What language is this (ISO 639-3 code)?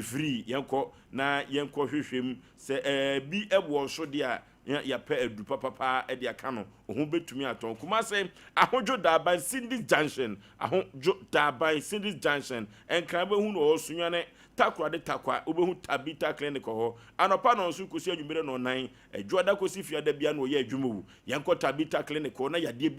aka